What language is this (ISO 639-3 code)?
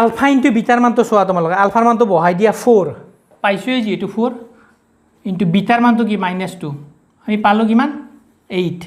asm